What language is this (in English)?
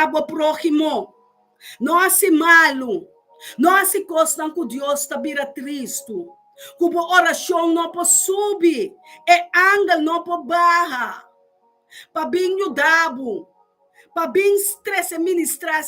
Papiamento